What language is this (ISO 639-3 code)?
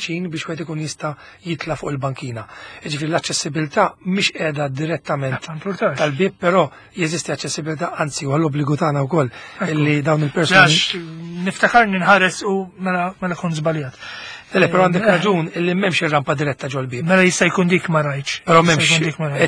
mlt